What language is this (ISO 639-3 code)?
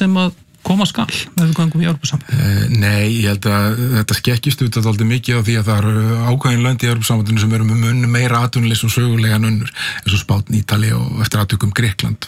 isl